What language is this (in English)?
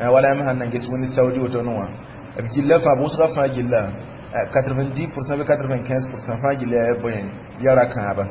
Mossi